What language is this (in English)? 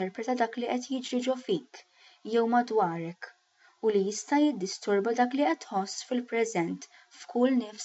Maltese